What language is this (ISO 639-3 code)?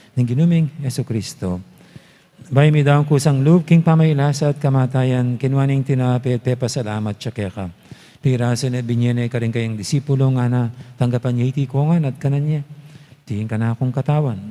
pam